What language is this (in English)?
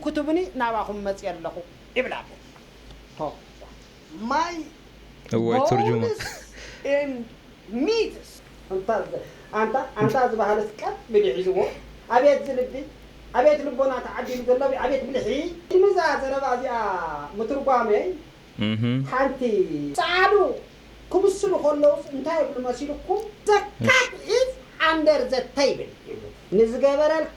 Tigrinya